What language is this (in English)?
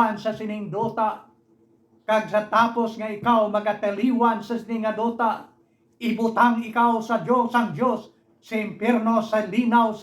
Hiligaynon